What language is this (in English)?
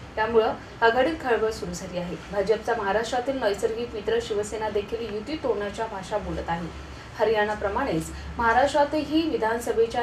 Marathi